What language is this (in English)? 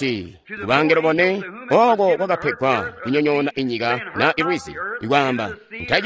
Tonga (Zambia)